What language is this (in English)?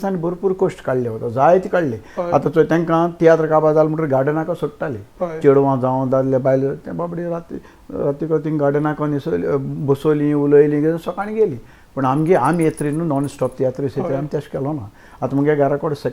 Konkani